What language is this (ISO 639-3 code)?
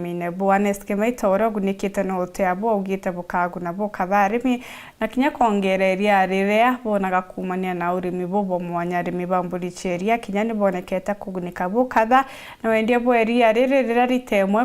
mer